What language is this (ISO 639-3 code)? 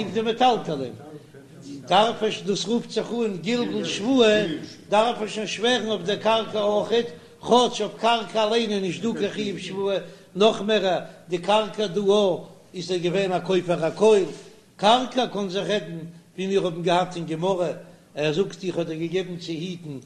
yid